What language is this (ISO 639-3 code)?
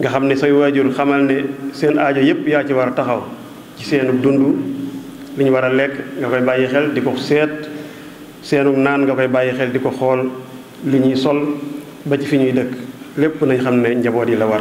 wol